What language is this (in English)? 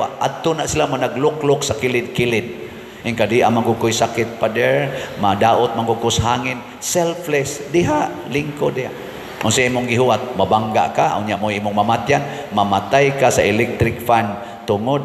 Cebuano